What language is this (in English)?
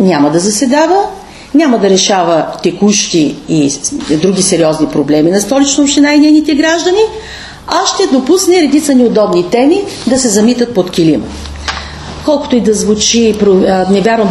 Bulgarian